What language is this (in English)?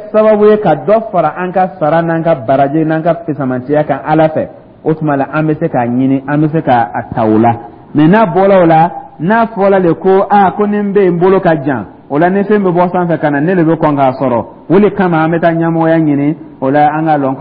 Dyula